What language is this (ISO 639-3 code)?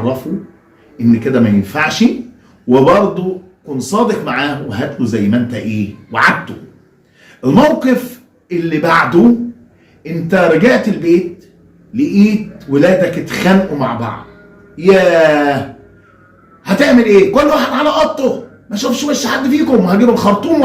arz